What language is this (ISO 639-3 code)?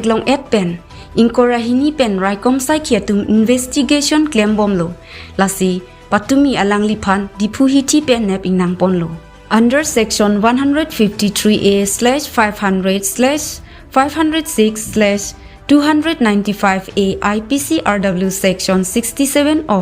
mjw